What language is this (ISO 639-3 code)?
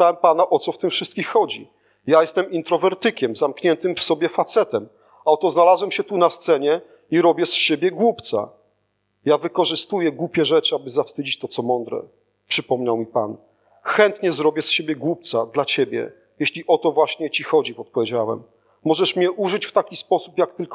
pol